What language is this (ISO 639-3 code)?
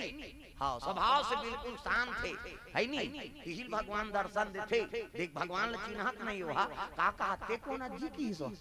hne